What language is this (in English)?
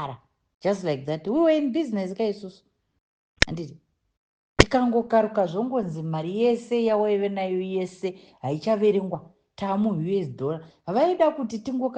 Shona